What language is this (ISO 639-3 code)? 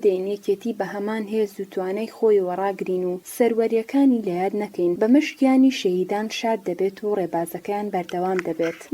ckb